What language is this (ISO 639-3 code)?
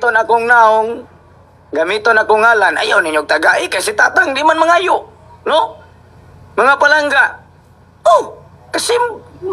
ceb